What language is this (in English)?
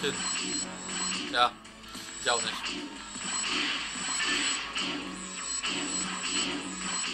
German